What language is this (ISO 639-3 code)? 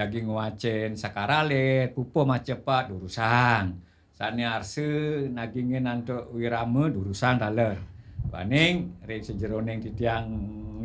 ban